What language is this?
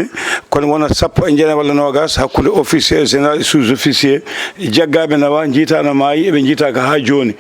Fula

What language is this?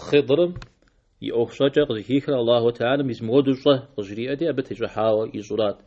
Kabardian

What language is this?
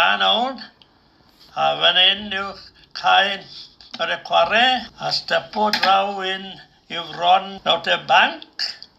Welsh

